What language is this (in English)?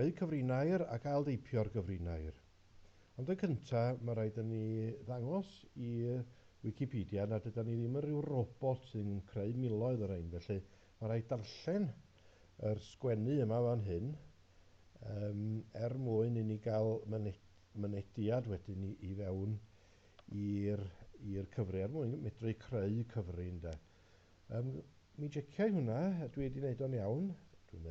Welsh